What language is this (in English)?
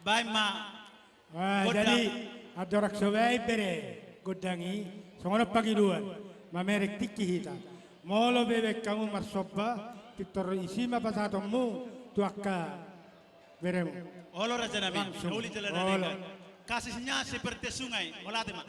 Batak Toba